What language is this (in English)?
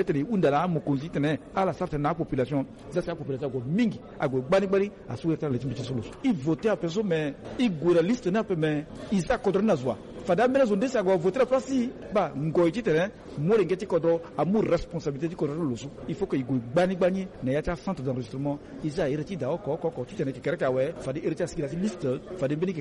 Sango